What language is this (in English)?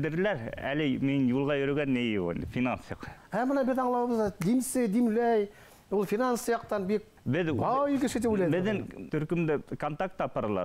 Bashkir